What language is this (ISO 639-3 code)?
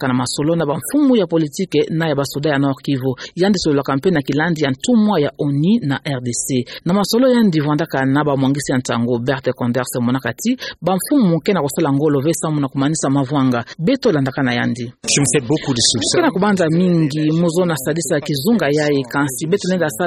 ktu